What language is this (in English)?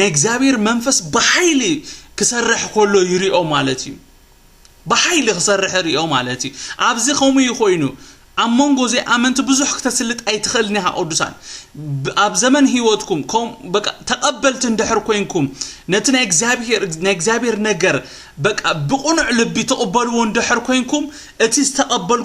Tigrinya